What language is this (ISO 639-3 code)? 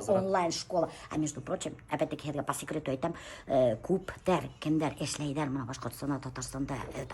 bak